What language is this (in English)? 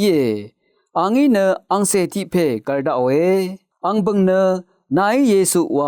Rawang